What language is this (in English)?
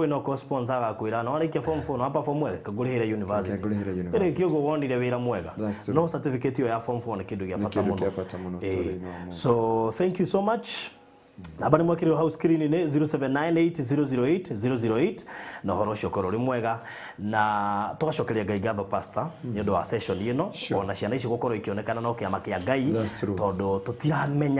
Kikuyu